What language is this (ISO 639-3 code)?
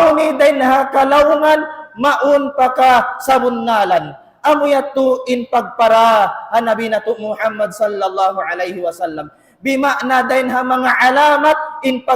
tsg